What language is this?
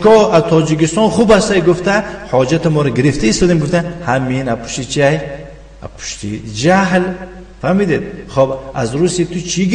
Tajik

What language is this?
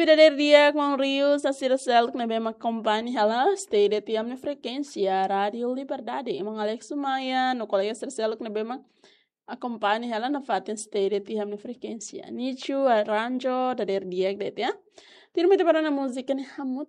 Tetum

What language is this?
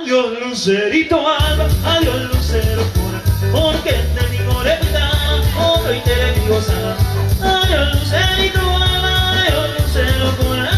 Guarani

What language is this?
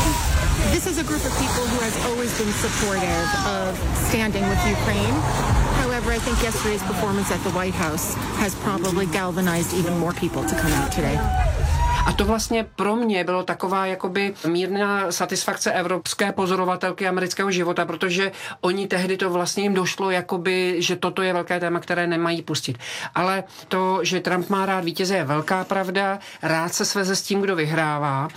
Czech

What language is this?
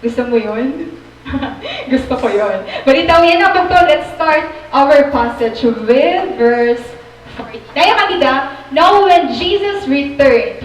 Waray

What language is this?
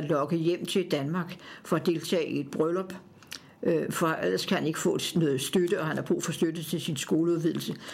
Danish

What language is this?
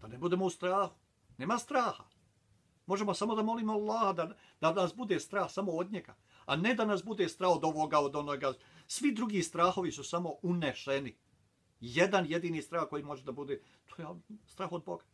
Bosnian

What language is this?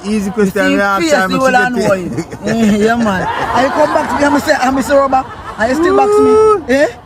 Jamaican Creole English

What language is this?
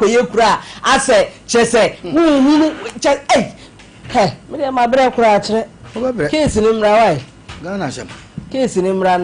Akan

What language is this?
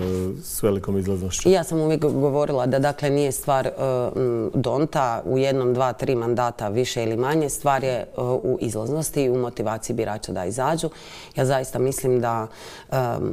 Croatian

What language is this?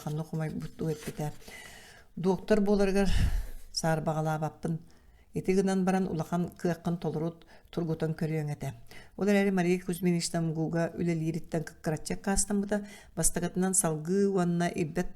Yakut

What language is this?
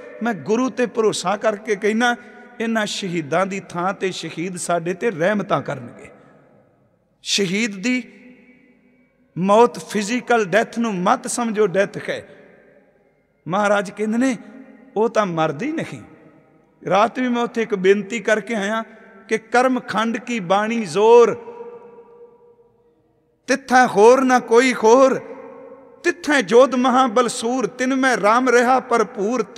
Punjabi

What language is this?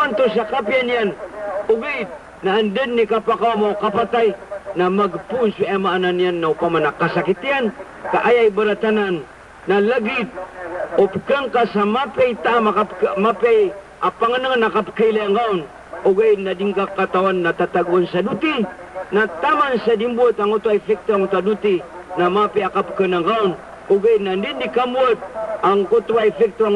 Maranao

